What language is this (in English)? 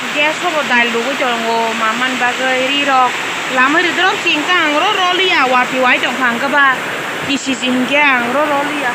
Kok Borok